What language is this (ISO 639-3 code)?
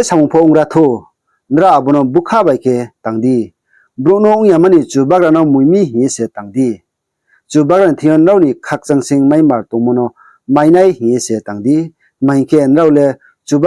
ria